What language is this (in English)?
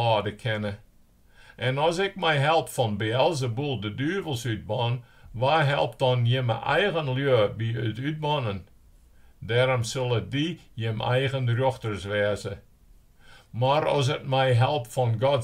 Western Frisian